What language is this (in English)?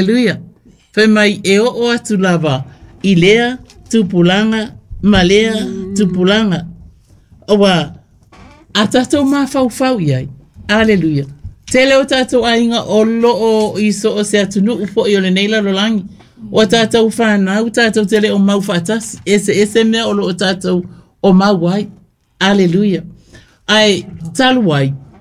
Samoan